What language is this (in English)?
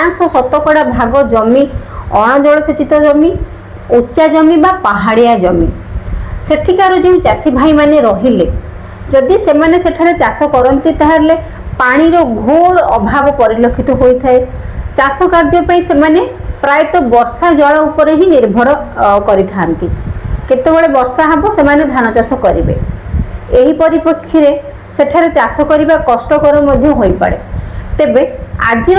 Odia